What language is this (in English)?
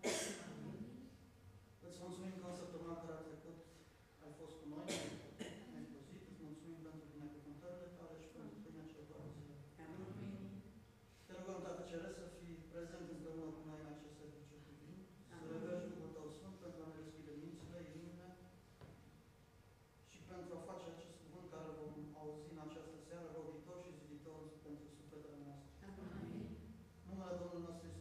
Romanian